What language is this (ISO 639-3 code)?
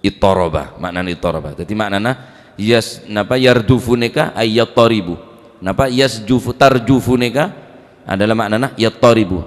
mad